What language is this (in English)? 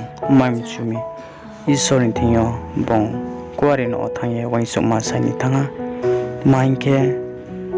Riang (India)